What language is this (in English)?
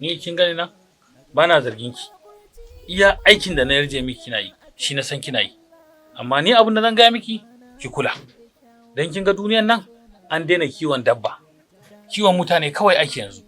Hausa